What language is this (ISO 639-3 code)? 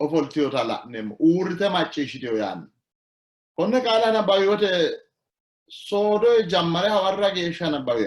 sid